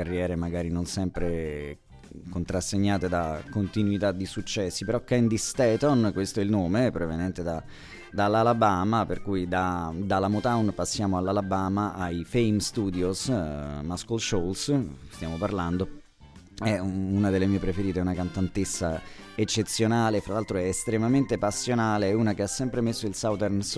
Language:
Italian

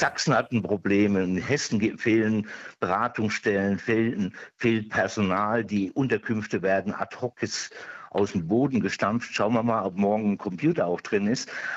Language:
German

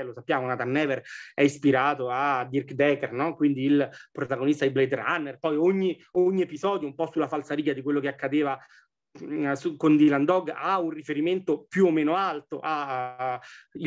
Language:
Italian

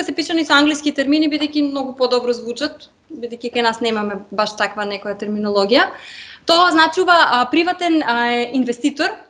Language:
Macedonian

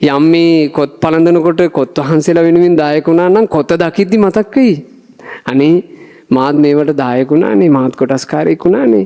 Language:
Sinhala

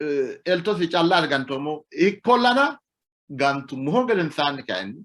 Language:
Sidamo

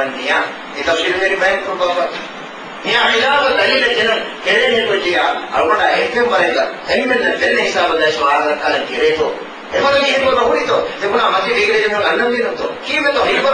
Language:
Divehi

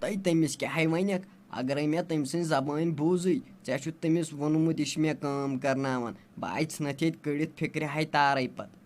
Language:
Kashmiri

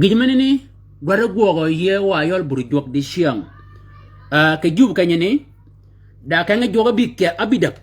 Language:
Shilluk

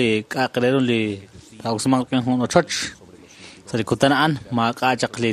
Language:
Kekchí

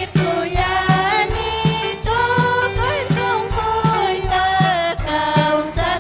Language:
Ayacucho Quechua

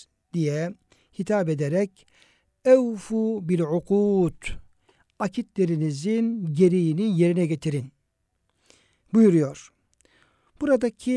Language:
Turkish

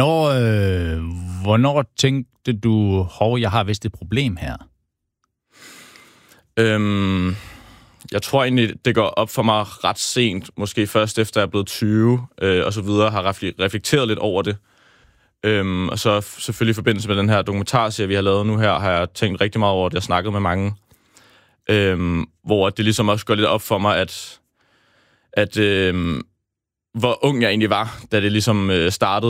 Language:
Danish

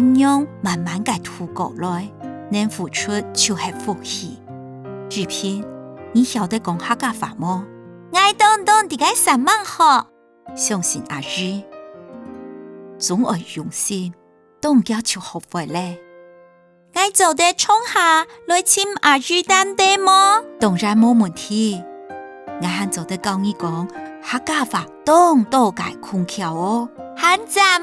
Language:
Hakka Chinese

